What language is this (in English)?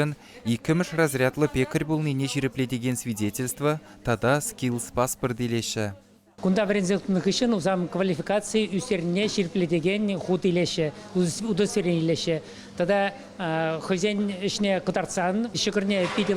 Chuvash